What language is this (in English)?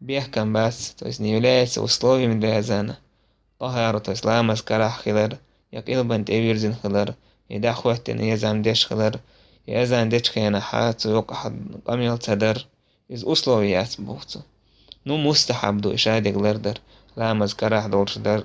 Chechen